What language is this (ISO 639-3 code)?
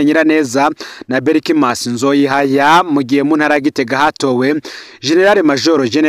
run